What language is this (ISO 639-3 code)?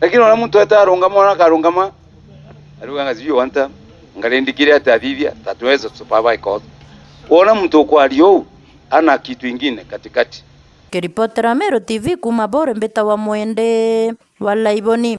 mer